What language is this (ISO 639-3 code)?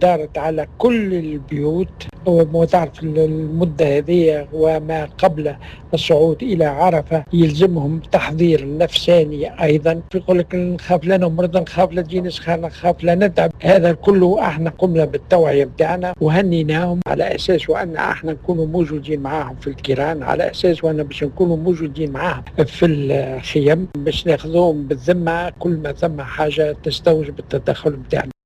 aeb